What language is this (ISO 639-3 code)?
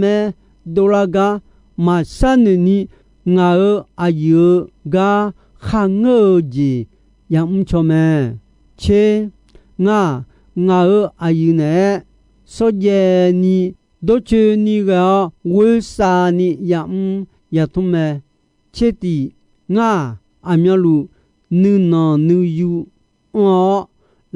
ahk